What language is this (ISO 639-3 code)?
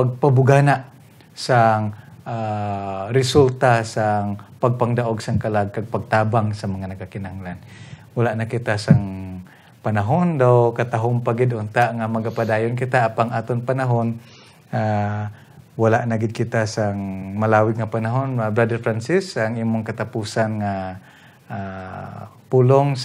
hil